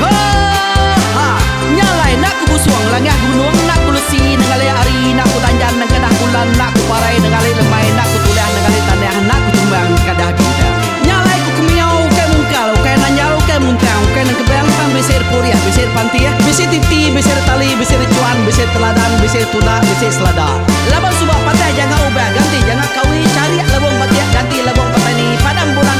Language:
Iban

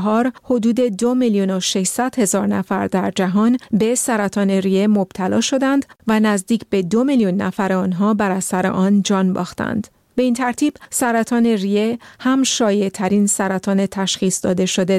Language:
Persian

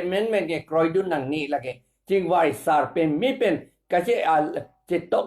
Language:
Karbi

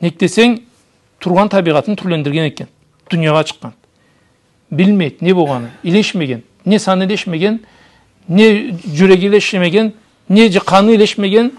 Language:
Karachay-Balkar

